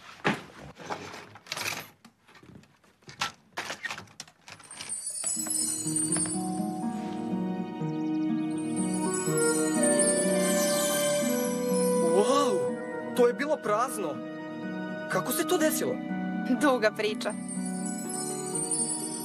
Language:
Serbian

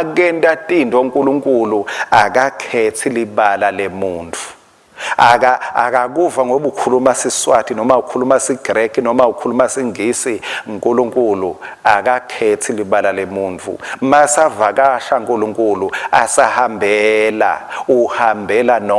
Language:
Swati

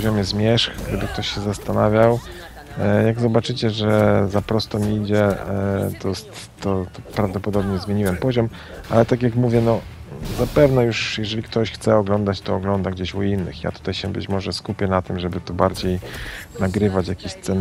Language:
Polish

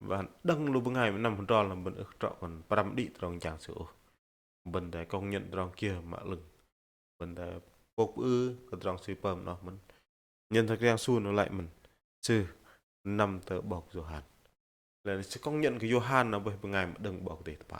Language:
Bahnar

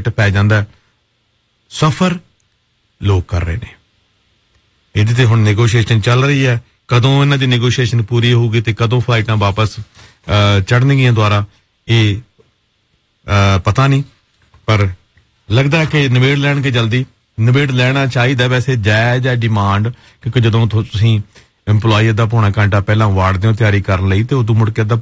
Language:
Punjabi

